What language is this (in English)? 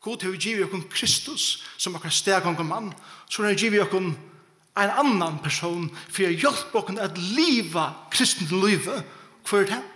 Faroese